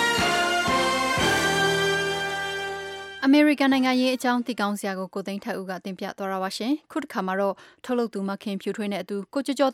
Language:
Burmese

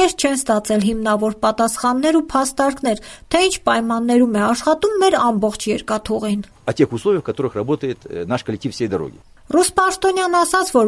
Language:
Armenian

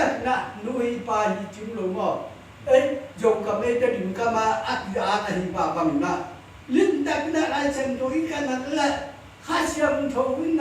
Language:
Tedim Chin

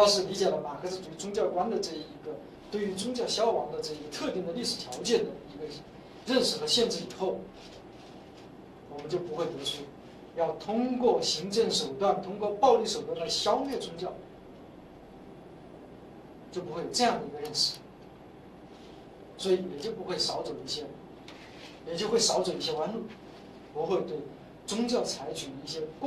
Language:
Chinese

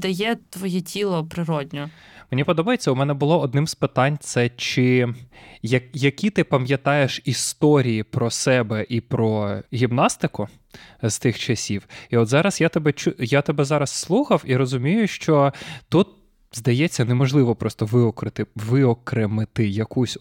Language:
Ukrainian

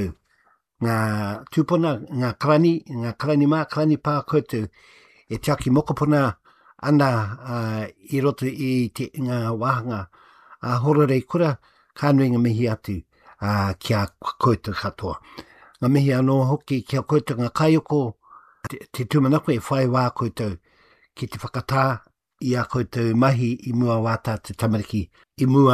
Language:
Māori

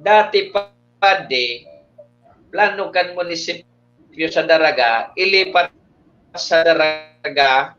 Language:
Bikol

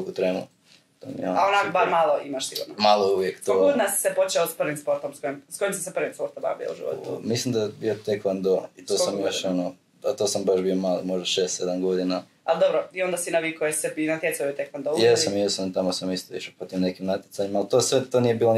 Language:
Croatian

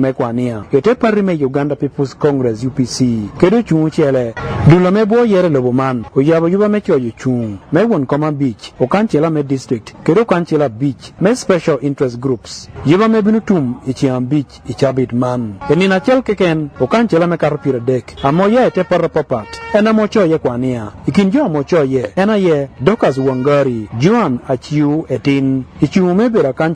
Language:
Acoli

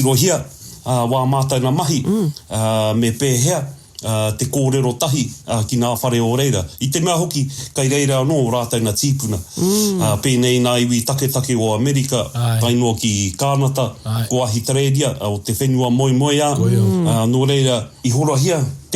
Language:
Māori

